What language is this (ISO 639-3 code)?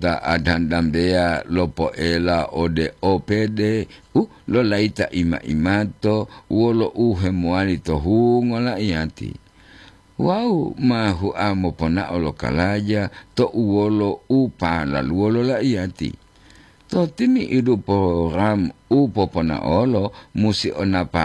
gor